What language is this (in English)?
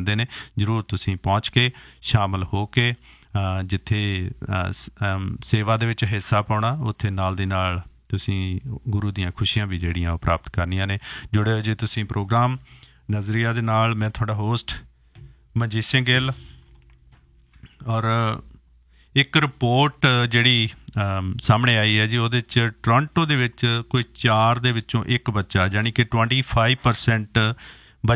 Punjabi